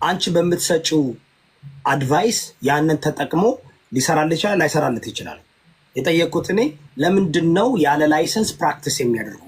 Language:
Amharic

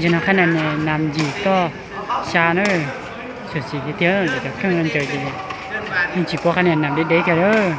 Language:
Hmong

